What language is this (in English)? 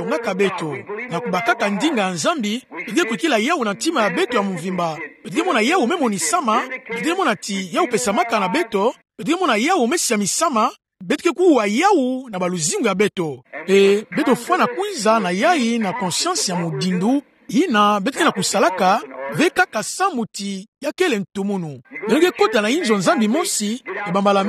Kituba (Democratic Republic of Congo)